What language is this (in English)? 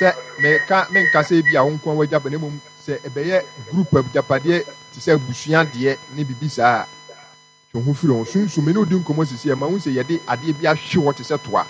Akan